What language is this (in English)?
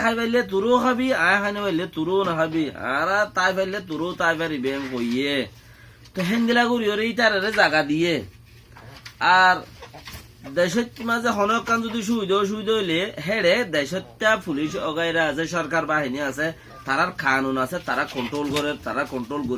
Rohingya